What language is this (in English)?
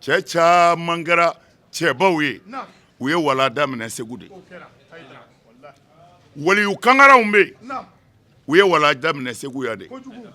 Bambara